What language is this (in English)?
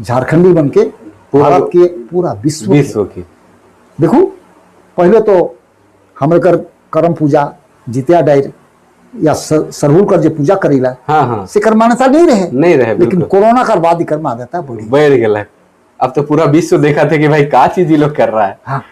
Sadri